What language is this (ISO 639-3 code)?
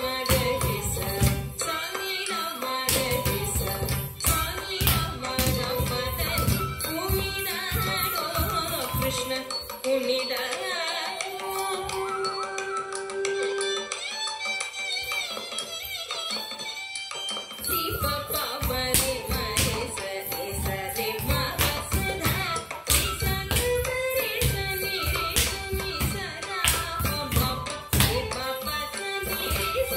kan